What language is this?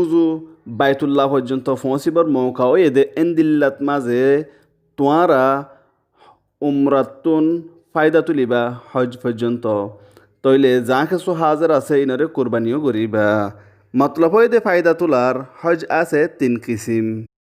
Rohingya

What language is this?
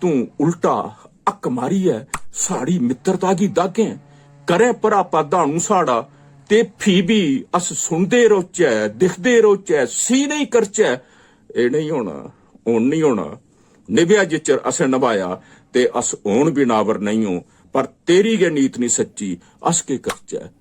Dogri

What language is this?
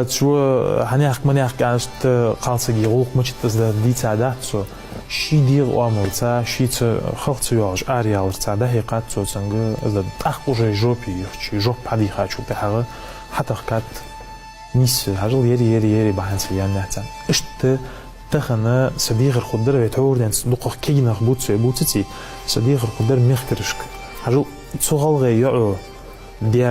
Ingush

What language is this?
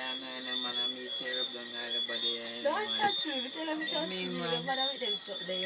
Jamaican Creole English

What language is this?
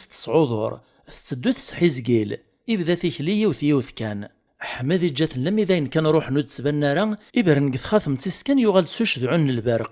Kabyle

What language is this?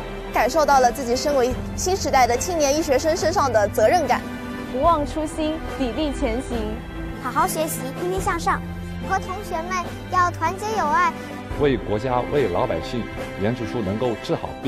Chinese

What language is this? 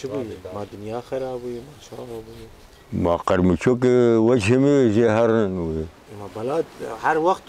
Kurdish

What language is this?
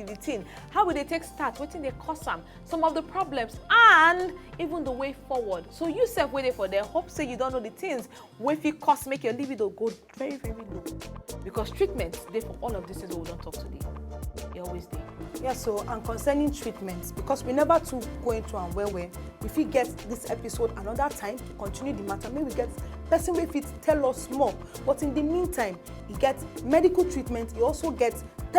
Nigerian Pidgin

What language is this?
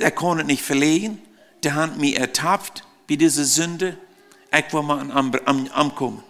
Plautdietsch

